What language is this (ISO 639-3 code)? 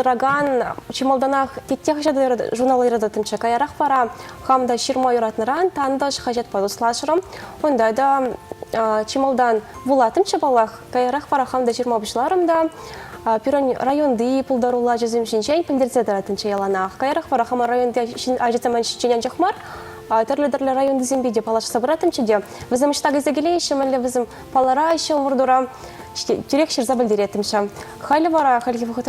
chv